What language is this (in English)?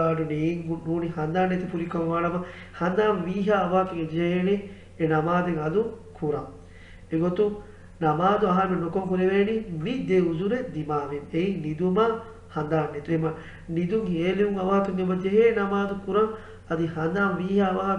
Divehi